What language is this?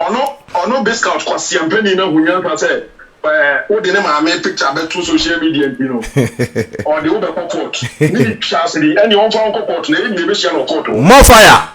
Akan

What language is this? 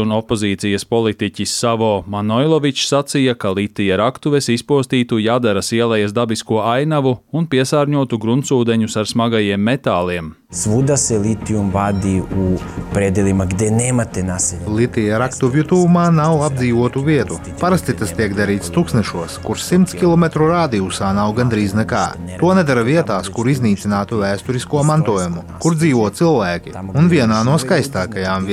Latvian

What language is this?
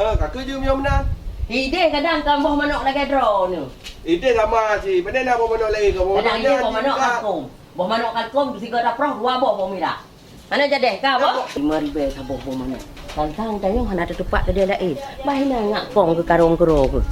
Achinese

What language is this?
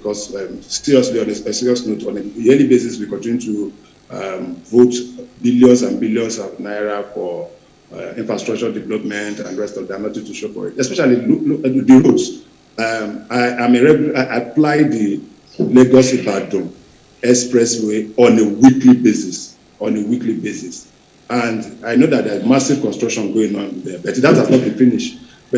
English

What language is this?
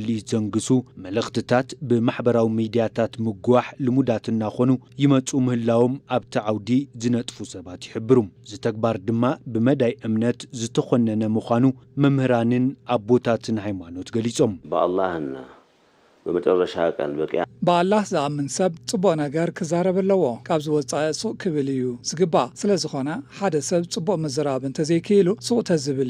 Tigrinya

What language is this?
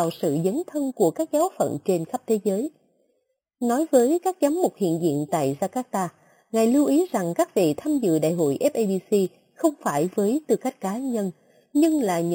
Vietnamese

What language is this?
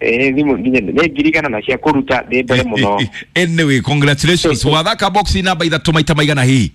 Kikuyu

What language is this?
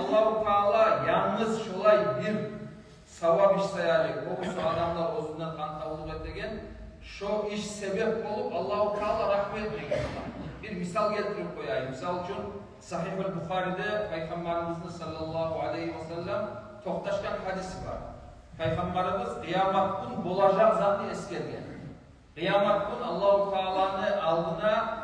Kumyk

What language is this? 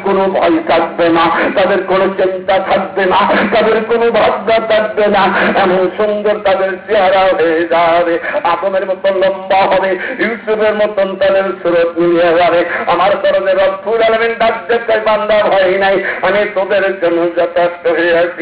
Bangla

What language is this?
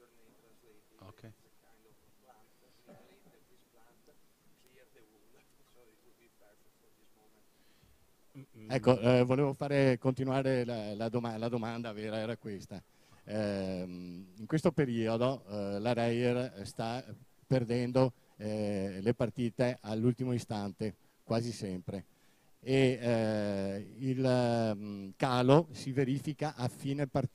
Italian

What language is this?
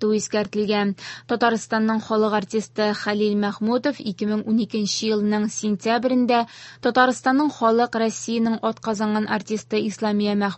Tatar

